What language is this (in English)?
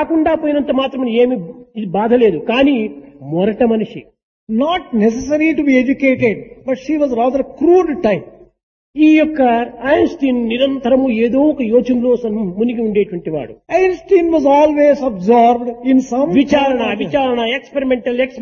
Telugu